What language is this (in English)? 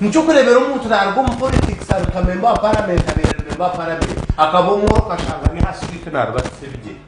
Nyankole